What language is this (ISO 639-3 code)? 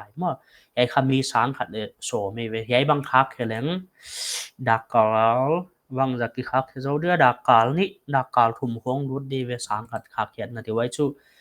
pck